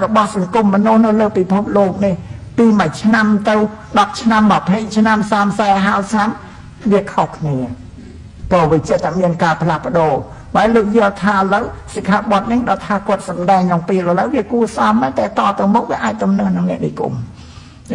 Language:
Khmer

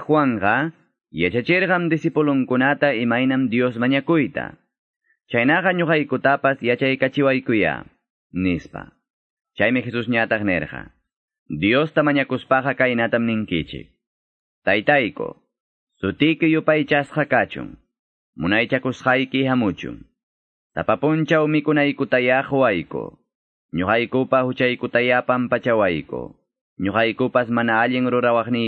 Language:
Quechua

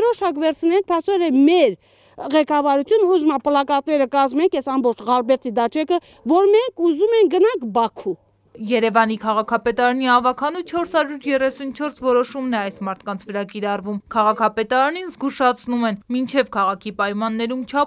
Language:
Armenian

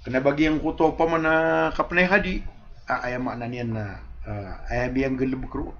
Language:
Maranao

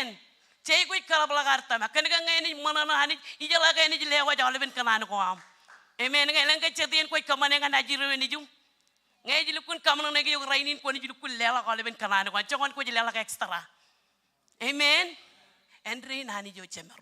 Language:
Marshallese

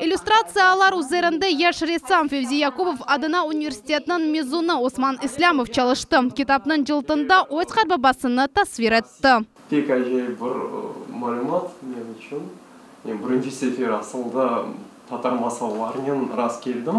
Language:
Crimean Tatar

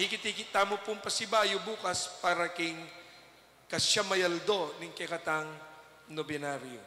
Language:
Pampanga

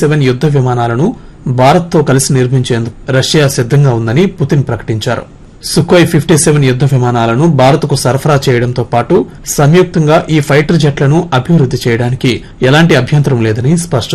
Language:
Telugu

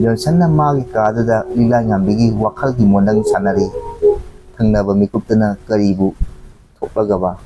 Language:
Manipuri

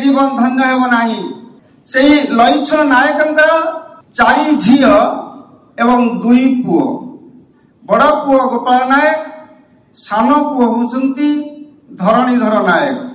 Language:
Odia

